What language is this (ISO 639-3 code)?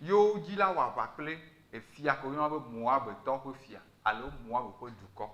ewe